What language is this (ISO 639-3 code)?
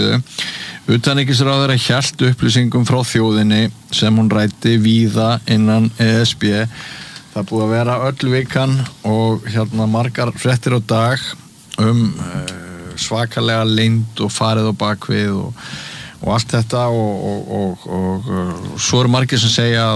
isl